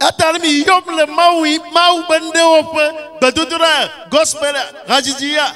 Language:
Ewe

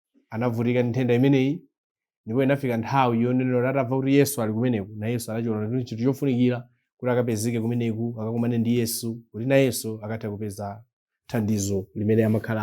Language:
Nyanja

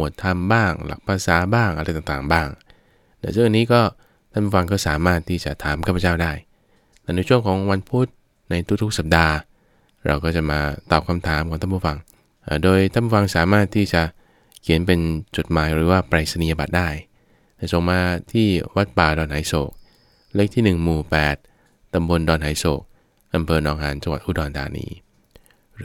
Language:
Thai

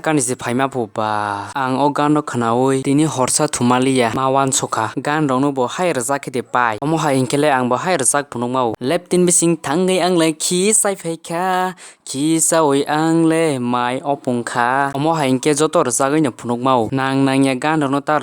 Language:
Kok Borok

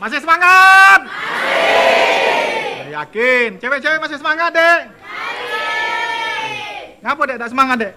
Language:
Musi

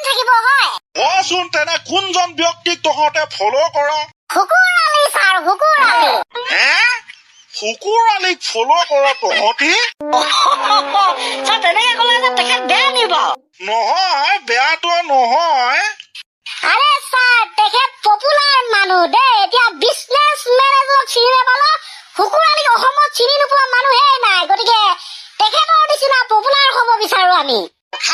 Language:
Assamese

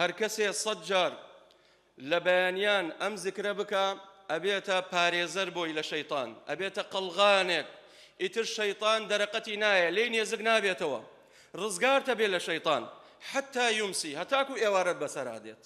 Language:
Central Kurdish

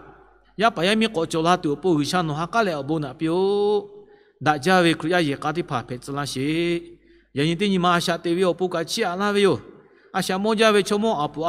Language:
Lahu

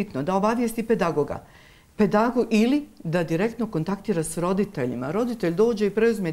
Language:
Bosnian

